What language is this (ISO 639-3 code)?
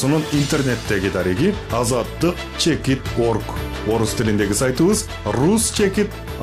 kir